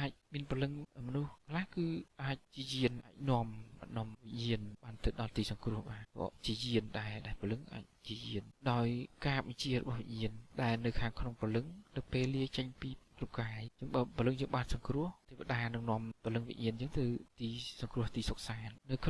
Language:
Khmer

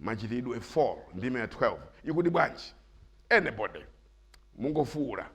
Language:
Nyanja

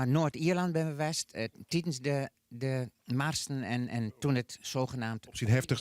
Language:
Western Frisian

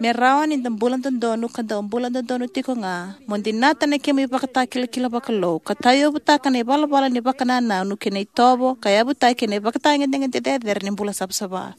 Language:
Fijian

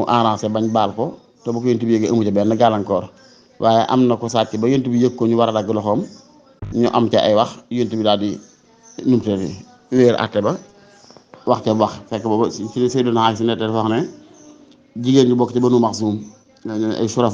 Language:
Wolof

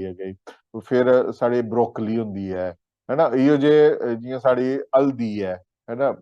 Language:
Dogri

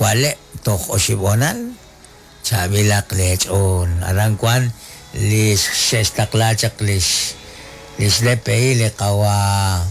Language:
Kekchí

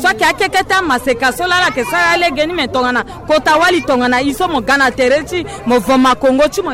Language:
Sango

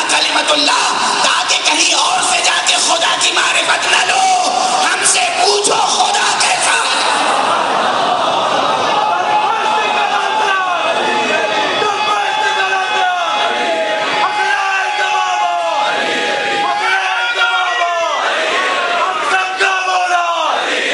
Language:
Urdu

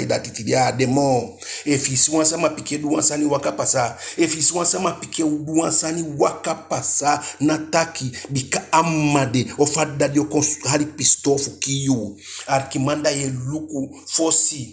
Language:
Eastern Maroon Creole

